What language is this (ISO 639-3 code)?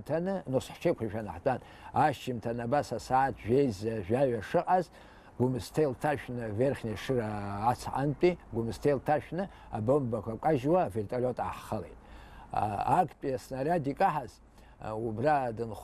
abk